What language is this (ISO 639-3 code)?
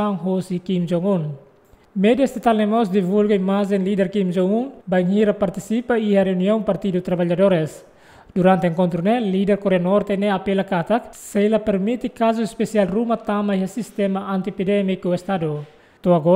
tet